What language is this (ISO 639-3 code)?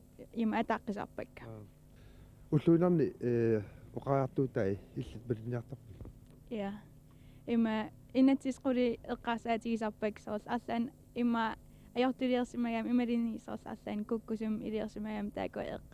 kal